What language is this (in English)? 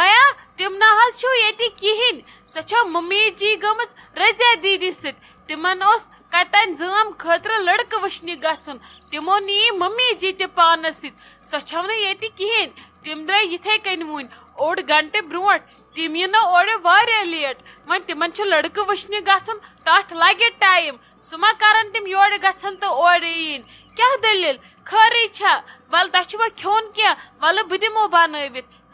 Kashmiri